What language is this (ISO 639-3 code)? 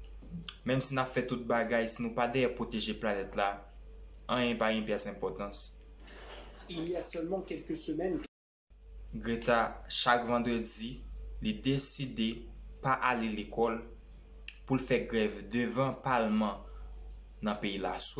hat